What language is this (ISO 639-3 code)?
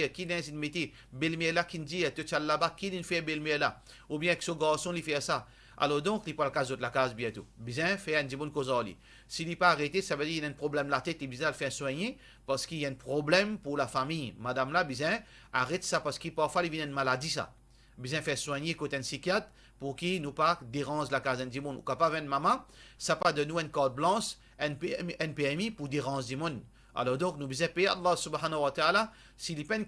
mfe